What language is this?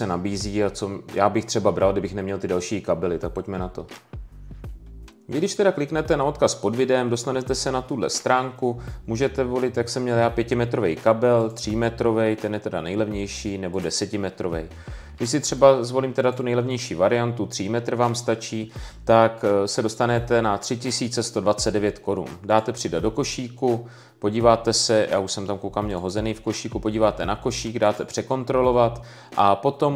Czech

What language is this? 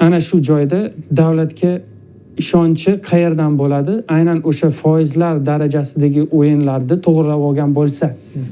Uzbek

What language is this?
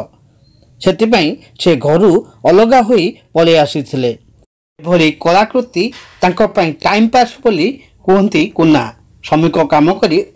Odia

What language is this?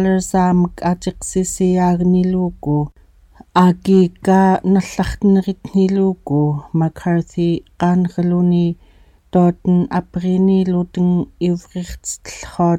Central Yupik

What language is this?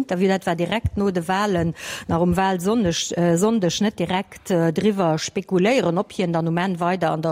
Luxembourgish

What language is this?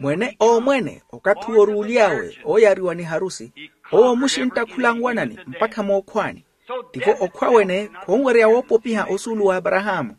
Makhuwa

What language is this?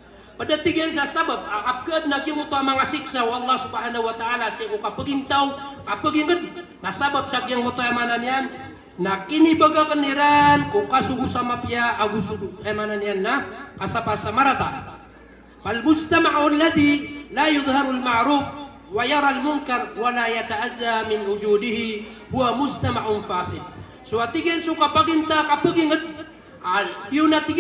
Maranao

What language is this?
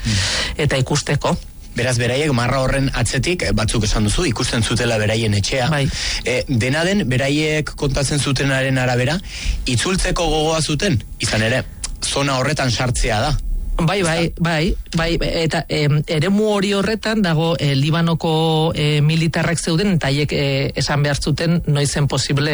Basque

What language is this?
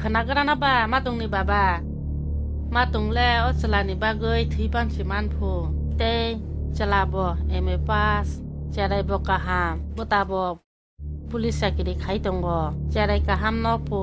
Kok Borok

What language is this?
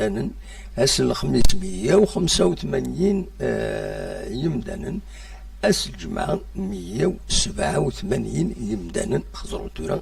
Kabyle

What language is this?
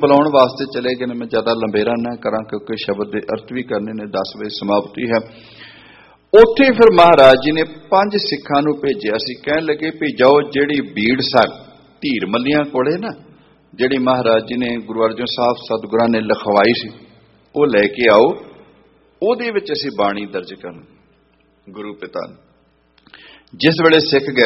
Punjabi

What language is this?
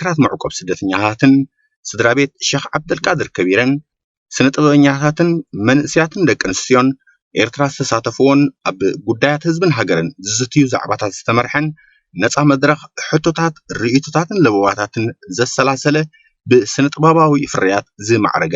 Tigrinya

